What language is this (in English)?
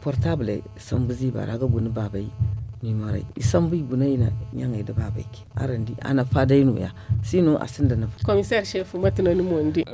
Zarma